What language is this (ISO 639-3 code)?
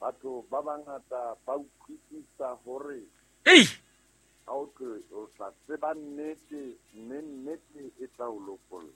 sot